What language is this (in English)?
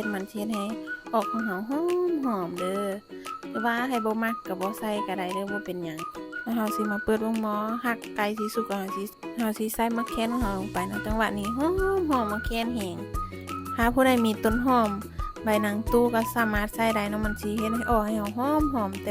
Lao